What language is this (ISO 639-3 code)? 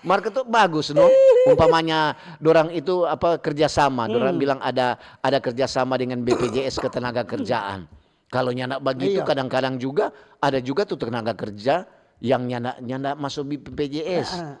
xmm